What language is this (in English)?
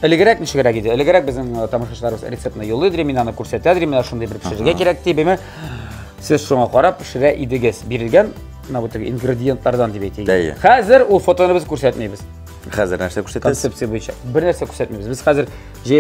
Tatar